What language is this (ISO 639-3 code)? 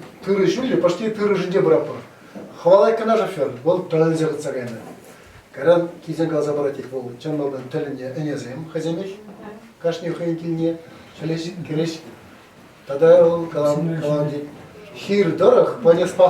chv